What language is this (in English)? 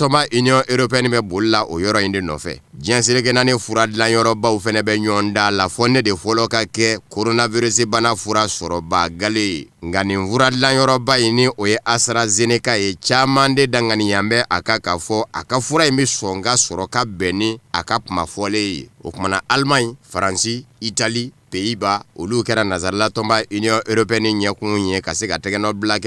Bambara